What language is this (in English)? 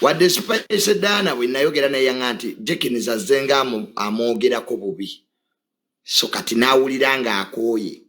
Ganda